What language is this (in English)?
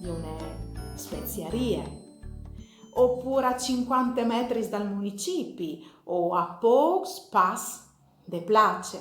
Friulian